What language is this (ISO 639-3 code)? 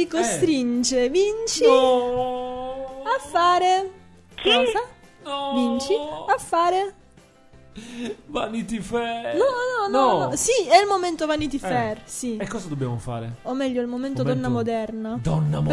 ita